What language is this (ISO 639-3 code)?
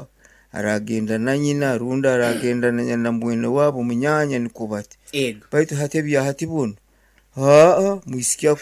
nyn